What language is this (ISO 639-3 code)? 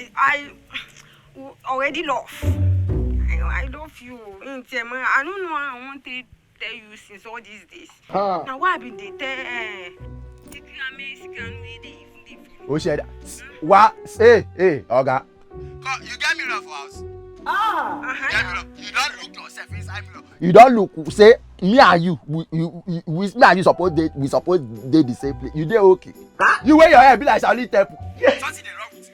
pcm